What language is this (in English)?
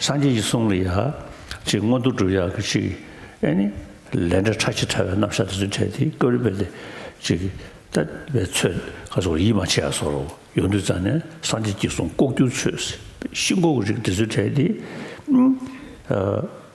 Tibetan